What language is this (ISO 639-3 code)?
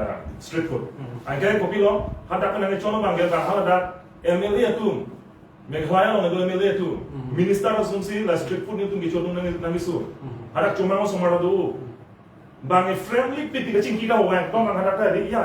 mjw